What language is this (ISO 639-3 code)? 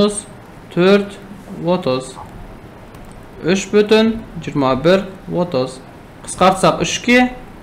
kaz